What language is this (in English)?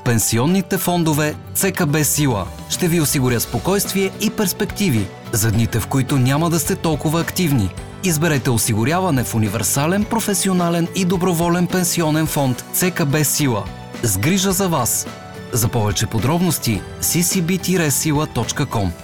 Bulgarian